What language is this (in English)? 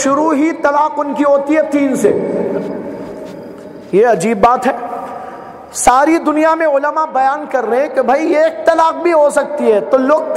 Urdu